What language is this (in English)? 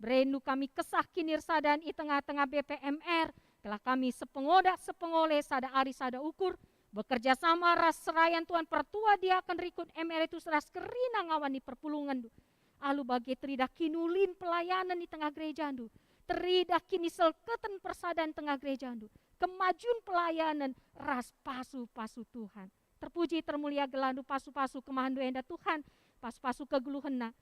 Batak Karo